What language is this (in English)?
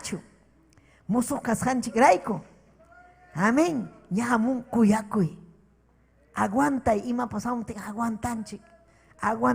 Ayacucho Quechua